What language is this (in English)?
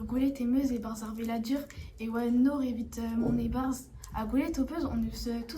Breton